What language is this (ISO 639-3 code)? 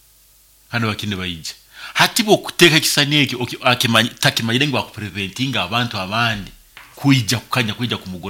nyo